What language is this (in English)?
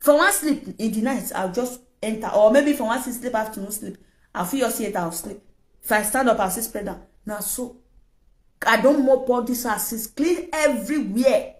Nigerian Pidgin